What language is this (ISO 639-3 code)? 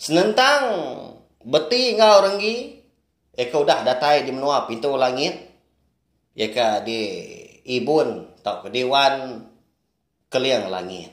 iba